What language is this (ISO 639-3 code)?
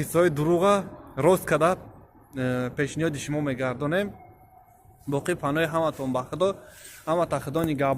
tgk